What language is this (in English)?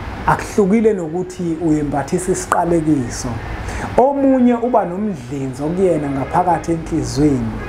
Zulu